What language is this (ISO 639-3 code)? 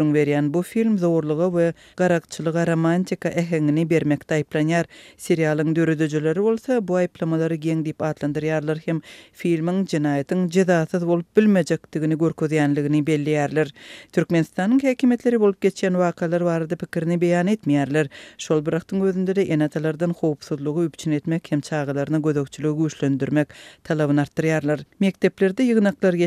tuk